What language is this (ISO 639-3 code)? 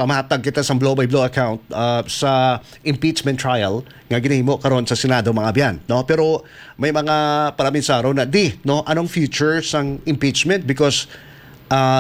hil